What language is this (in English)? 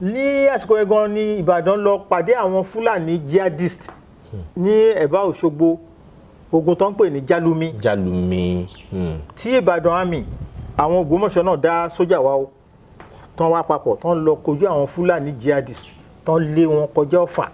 Yoruba